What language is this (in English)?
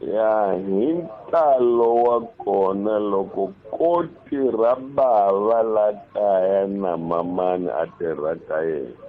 Tsonga